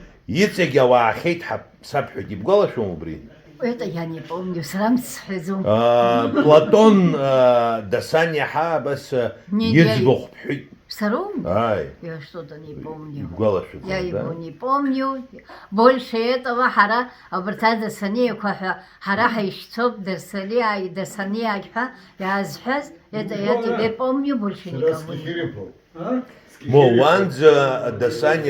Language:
Abkhazian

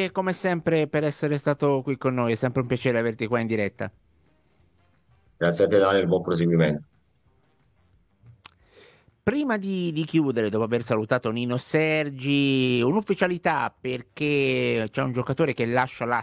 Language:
Italian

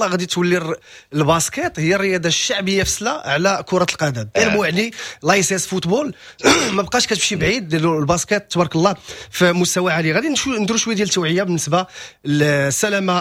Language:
Moroccan Arabic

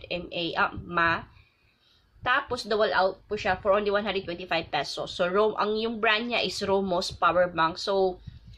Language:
Filipino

